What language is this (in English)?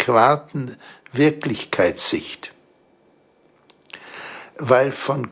German